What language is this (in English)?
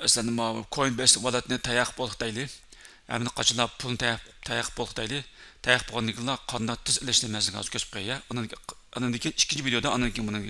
Uyghur